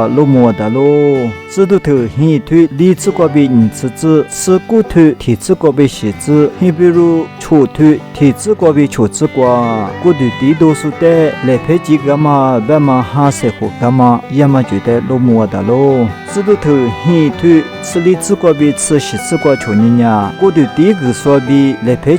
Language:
Lisu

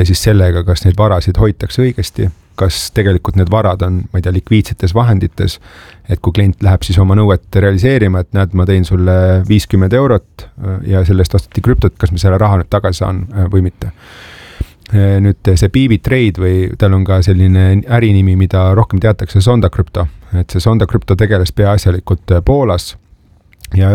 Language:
Estonian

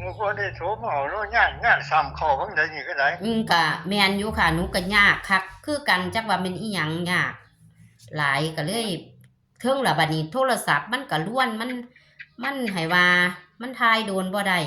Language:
Northeastern Thai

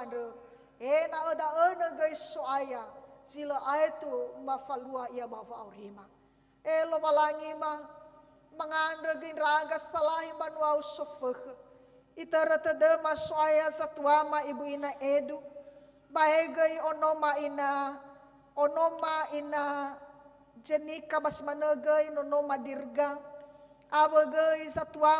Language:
Nias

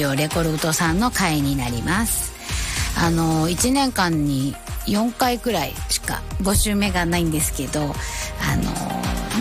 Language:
Japanese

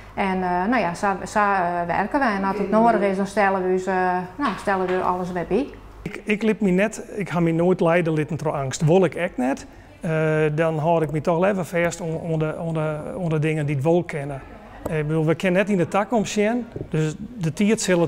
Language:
Western Frisian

